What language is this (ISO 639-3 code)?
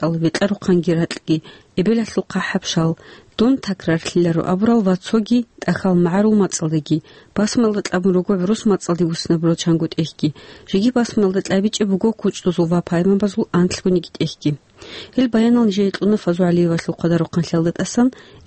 ava